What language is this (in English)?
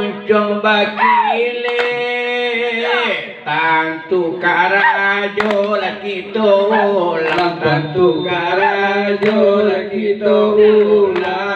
Minangkabau